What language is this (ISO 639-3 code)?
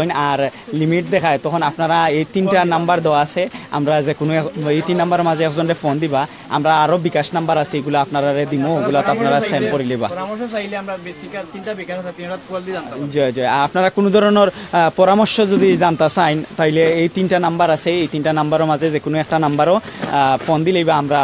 syl